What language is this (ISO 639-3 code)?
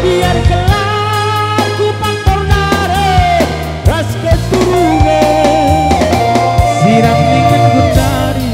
btx